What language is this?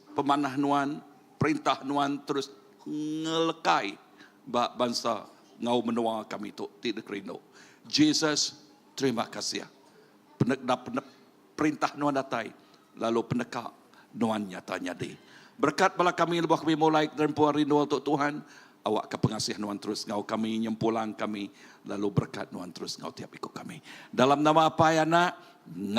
Iban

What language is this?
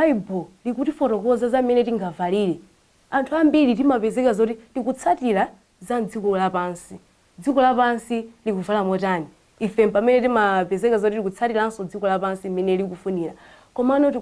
Nyanja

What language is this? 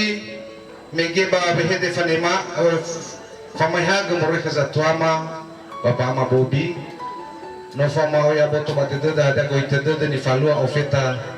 Nias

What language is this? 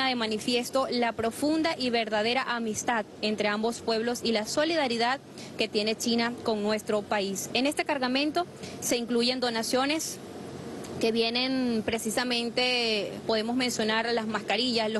Spanish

